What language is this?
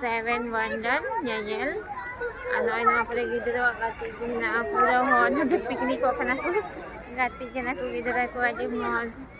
Santali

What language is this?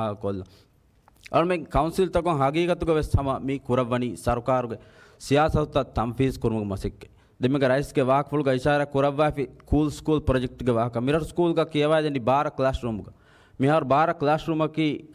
Divehi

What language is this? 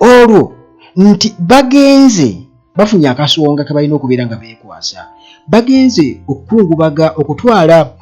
Ganda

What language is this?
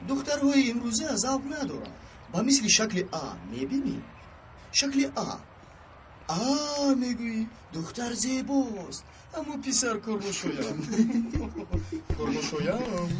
Tajik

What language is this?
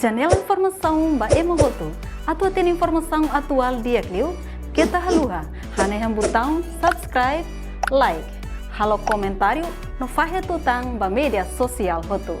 Tetum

